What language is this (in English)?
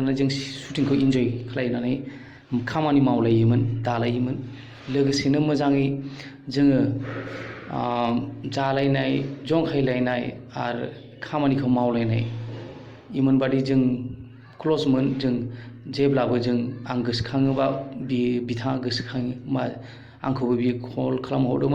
Bodo